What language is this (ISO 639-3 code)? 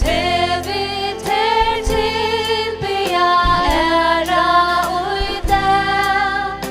fao